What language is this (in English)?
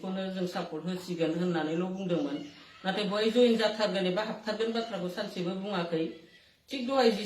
Bodo